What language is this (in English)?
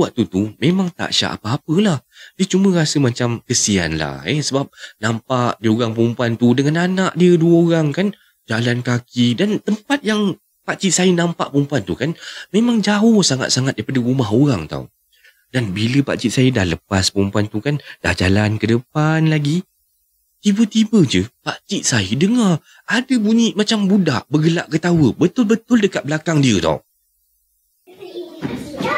Malay